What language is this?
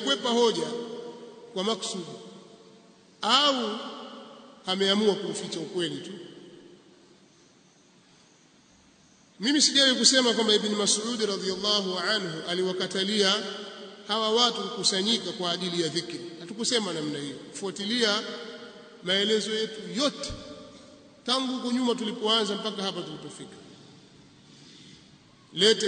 Swahili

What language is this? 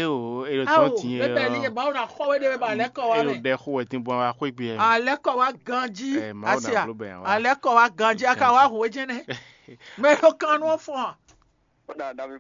Fon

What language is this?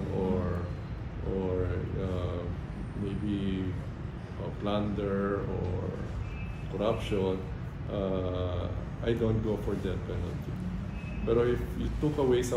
Hiligaynon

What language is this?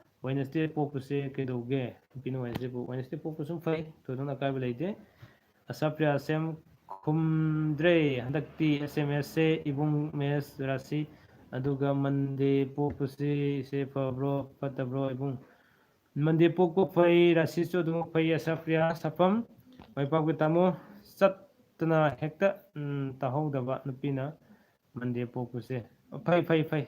Manipuri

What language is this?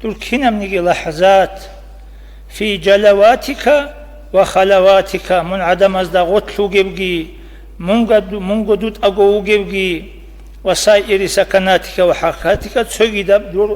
Avaric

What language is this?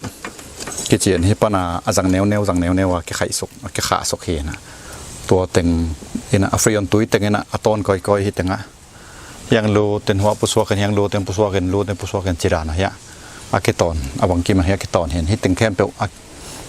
Tedim Chin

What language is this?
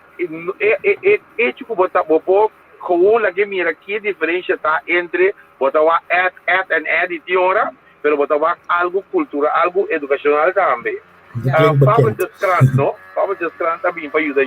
Papiamento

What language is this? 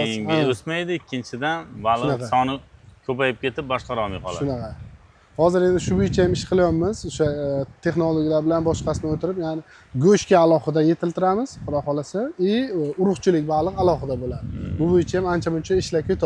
Uzbek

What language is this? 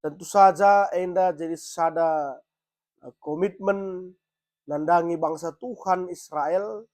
Batak Karo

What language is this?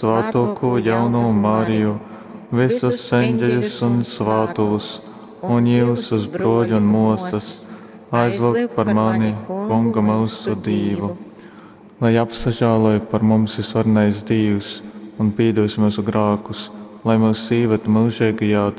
Latgalian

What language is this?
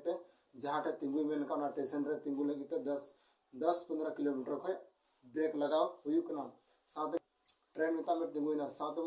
Santali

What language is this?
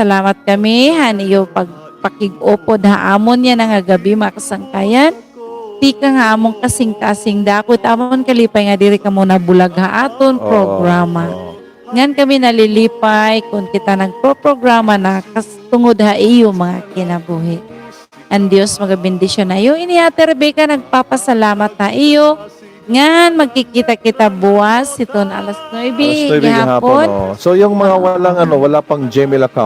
Waray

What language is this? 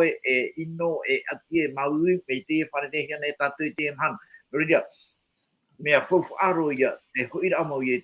Tahitian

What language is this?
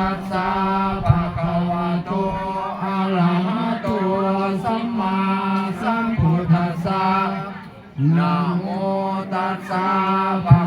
Pali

